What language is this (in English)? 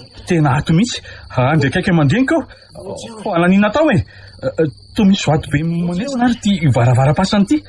Malagasy